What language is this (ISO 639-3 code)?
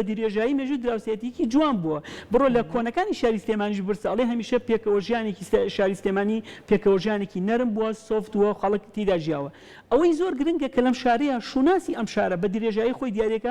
ckb